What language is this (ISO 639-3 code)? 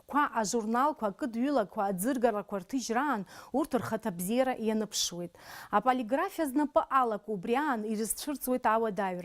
abk